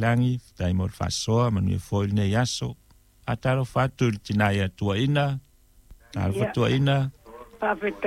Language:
Samoan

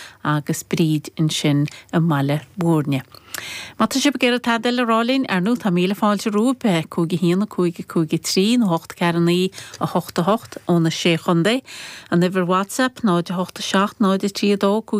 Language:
Irish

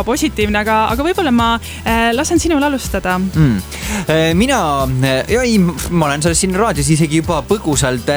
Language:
Estonian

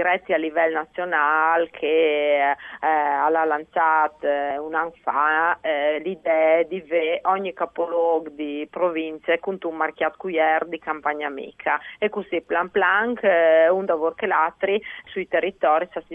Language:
Friulian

